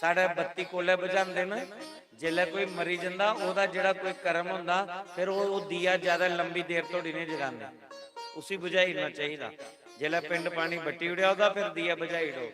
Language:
Dogri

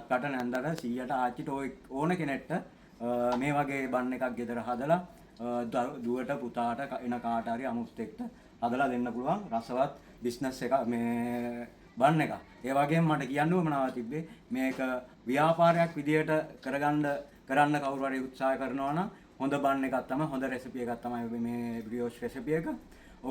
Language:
Sinhala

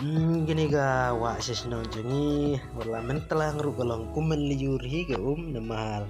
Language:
Khasi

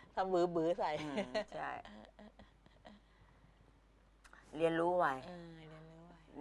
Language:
Thai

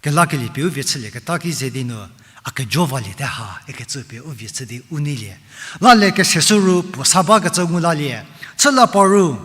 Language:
Angami Naga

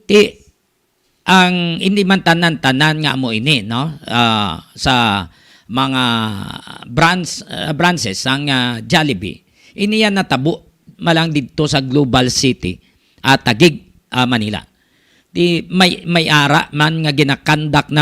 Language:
Hiligaynon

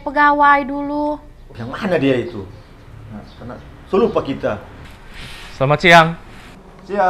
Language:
Manado Malay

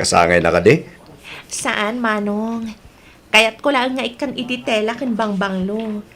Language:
Iloko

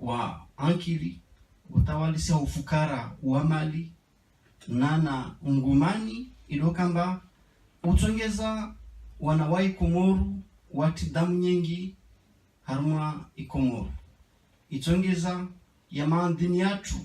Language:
Ngazidja Comorian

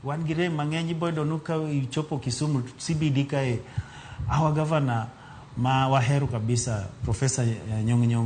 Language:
Luo (Kenya and Tanzania)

